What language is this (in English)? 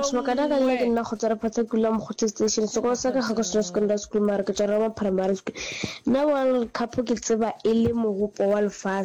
Northern Sotho